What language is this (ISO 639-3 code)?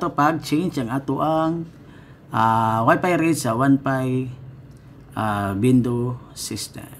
ceb